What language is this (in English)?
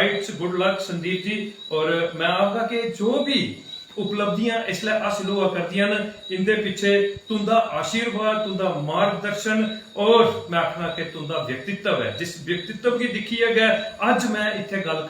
Dogri